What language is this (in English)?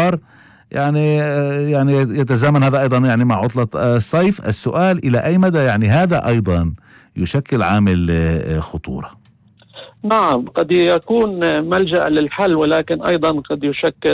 North Levantine Arabic